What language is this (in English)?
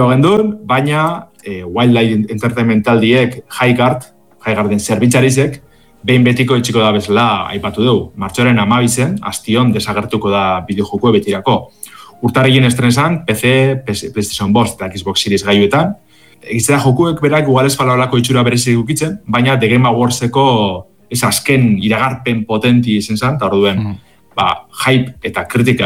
Basque